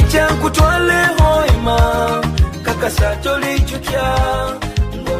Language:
Nyoro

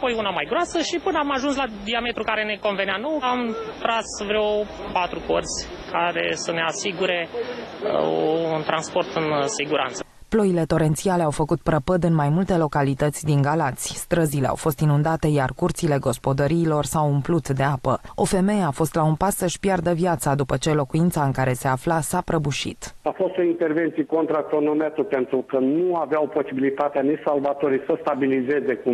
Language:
Romanian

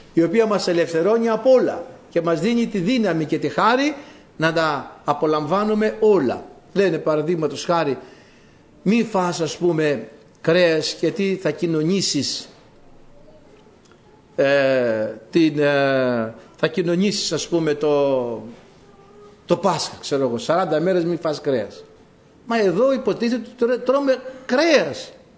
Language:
Greek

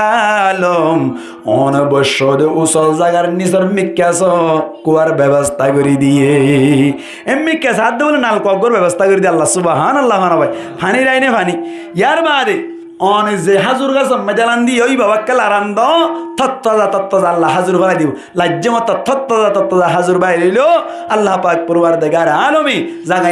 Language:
Rohingya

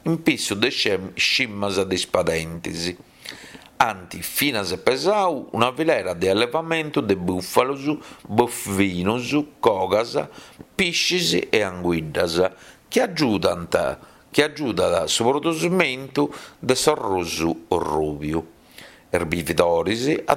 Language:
Sardinian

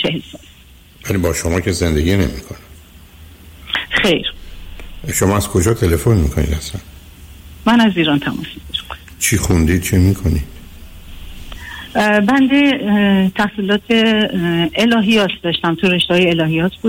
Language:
Persian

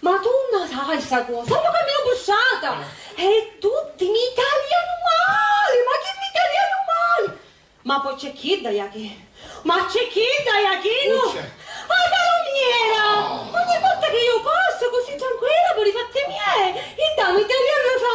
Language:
Sicilian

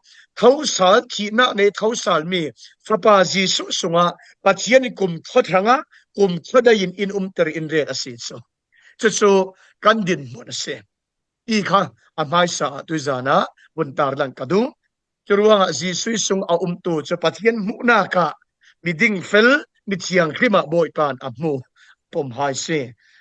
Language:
Falam Chin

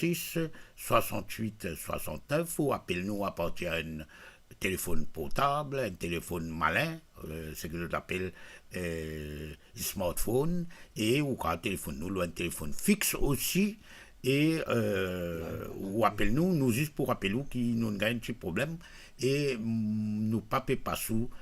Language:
Morisyen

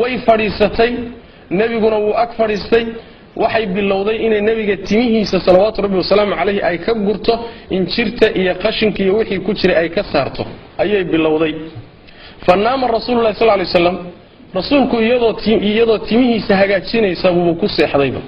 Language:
Somali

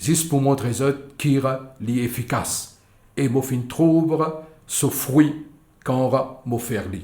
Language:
Morisyen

